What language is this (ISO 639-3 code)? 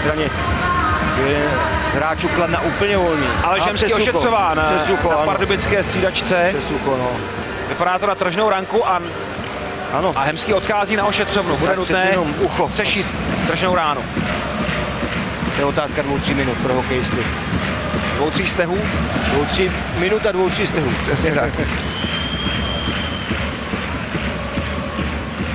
ces